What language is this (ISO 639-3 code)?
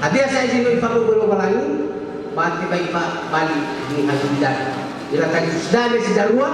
nia